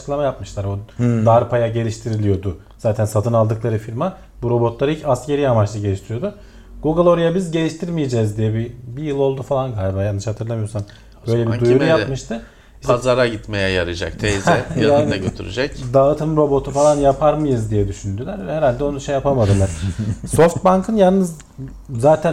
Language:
Turkish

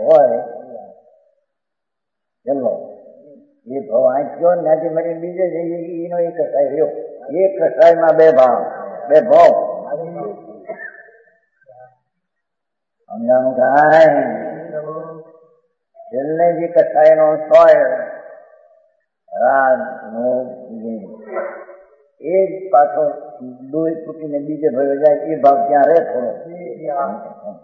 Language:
Gujarati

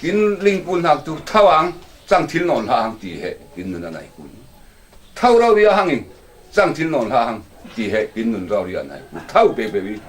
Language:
Falam Chin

